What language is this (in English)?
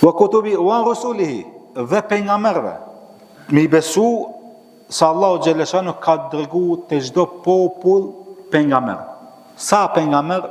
Albanian